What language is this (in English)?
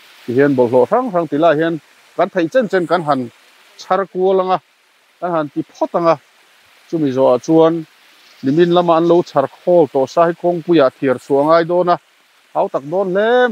Mizo